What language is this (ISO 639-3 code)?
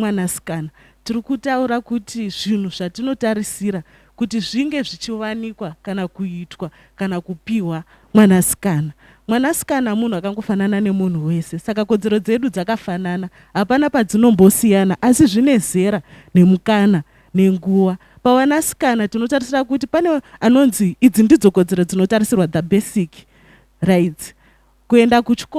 sna